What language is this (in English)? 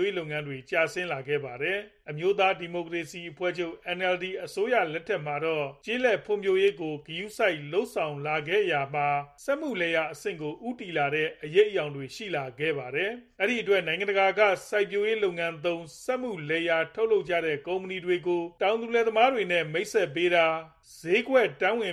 Burmese